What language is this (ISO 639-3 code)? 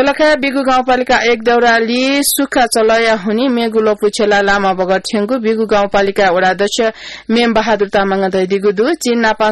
new